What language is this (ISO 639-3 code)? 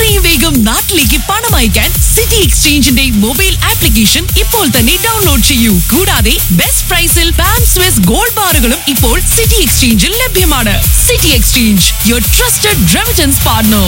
mal